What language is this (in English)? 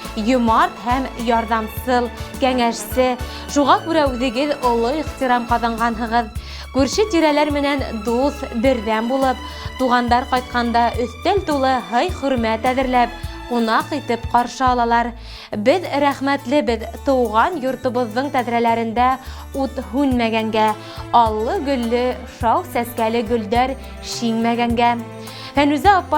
Bashkir